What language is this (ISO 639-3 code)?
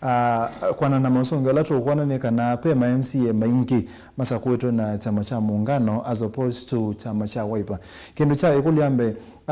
kam